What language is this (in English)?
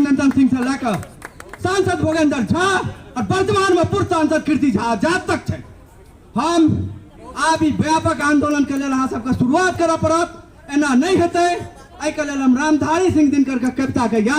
Maithili